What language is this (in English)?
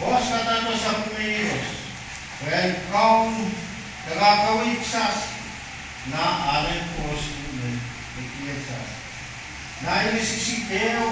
Pohnpeian